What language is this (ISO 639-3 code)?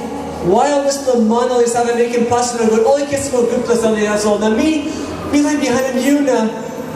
tpi